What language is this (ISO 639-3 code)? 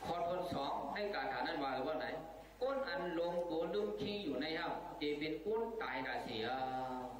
shn